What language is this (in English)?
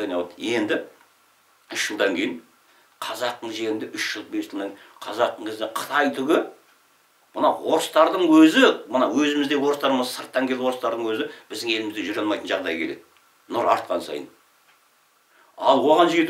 Kazakh